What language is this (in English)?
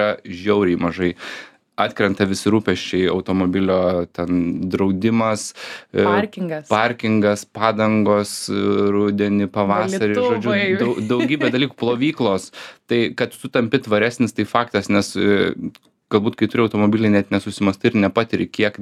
Lithuanian